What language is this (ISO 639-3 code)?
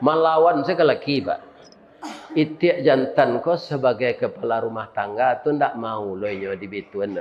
min